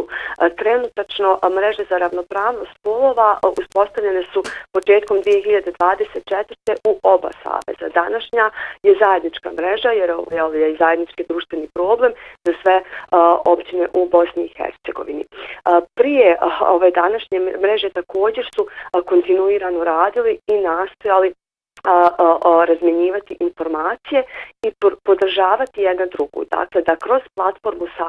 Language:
Bosnian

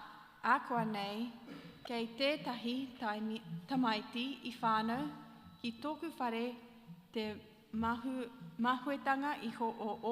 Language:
Māori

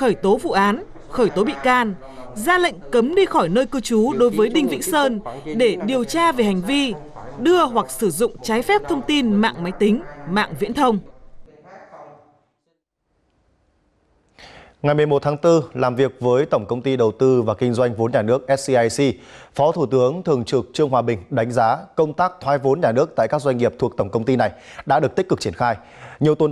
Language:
Vietnamese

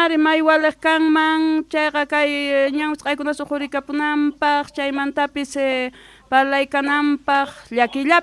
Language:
South Bolivian Quechua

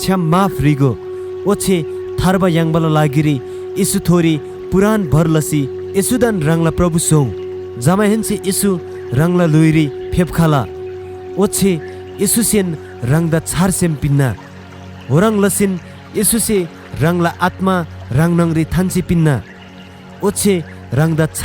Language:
Eastern Tamang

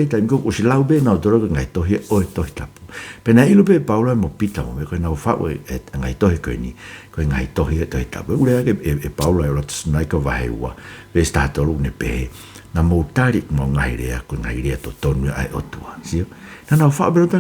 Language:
Tongan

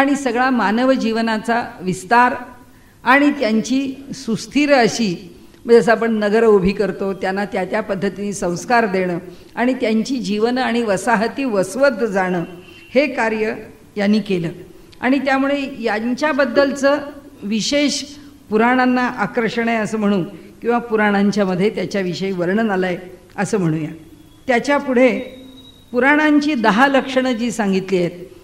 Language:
Marathi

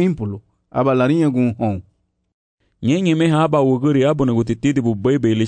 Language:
Garifuna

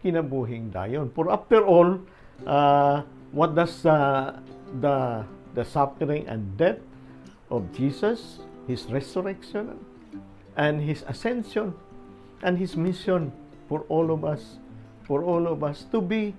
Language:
Cebuano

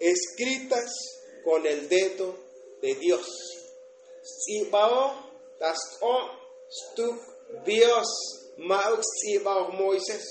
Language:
Tzotzil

